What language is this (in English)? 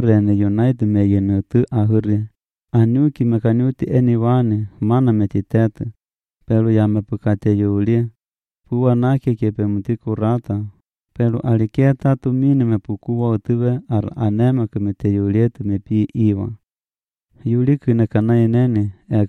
Latvian